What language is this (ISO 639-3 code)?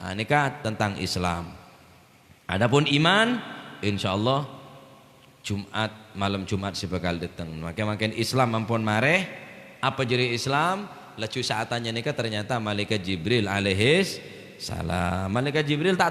mad